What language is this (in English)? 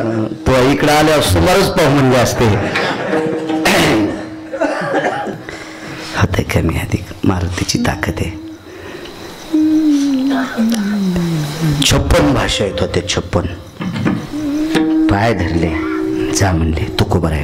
Marathi